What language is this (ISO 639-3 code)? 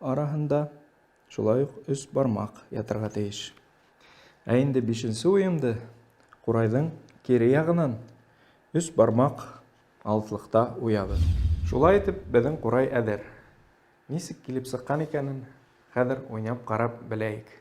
bak